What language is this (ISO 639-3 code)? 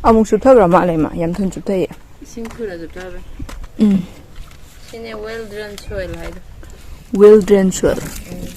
mni